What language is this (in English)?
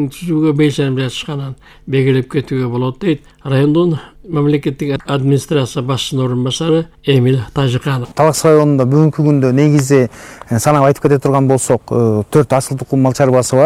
Kyrgyz